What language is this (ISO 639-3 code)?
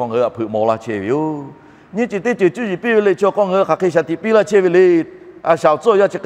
lhu